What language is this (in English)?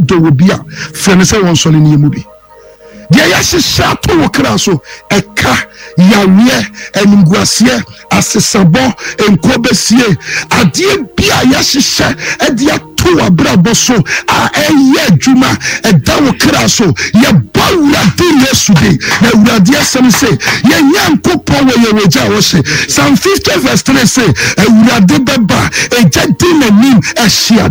Akan